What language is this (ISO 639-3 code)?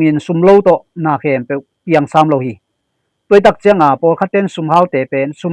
ctd